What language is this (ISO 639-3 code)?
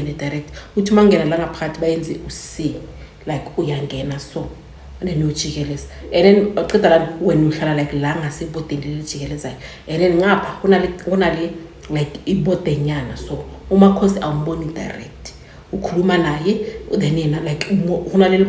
zul